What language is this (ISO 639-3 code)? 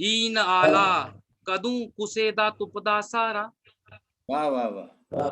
doi